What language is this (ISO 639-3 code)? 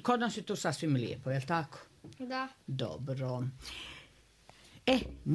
hrv